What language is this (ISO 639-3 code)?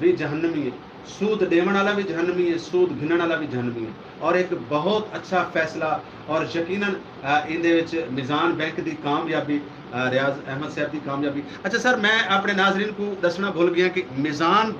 skr